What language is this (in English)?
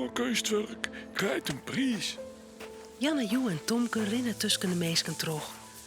Western Frisian